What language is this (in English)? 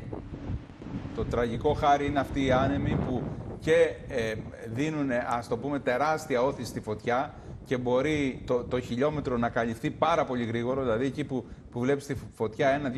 Greek